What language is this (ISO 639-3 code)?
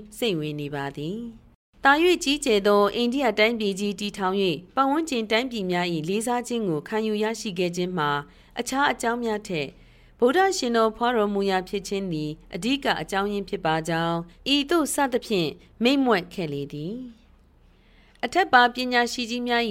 mya